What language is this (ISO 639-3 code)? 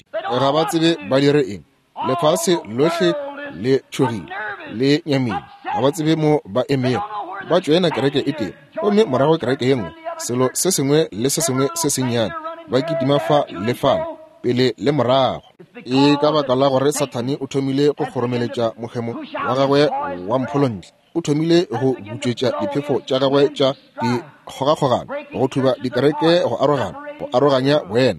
nso